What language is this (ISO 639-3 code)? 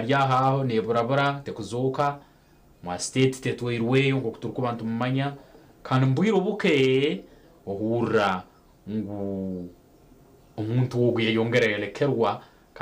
nyn